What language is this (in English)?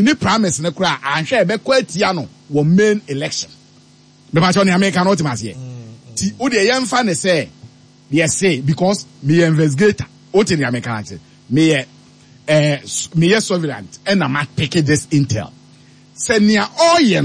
Akan